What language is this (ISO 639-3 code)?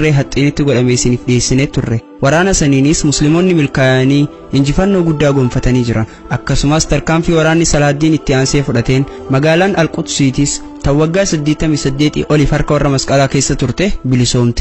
orm